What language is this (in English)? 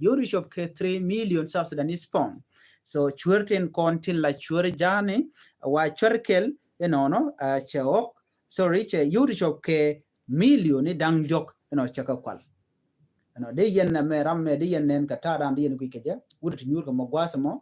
Nuer